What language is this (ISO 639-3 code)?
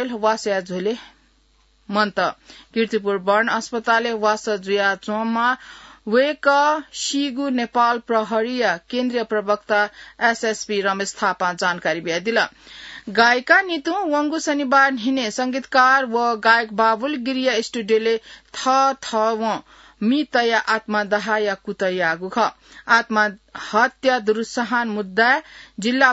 new